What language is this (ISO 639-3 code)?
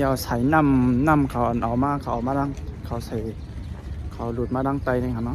shn